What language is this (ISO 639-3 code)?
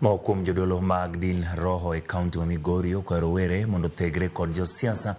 luo